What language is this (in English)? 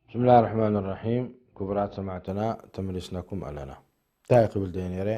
Tigrinya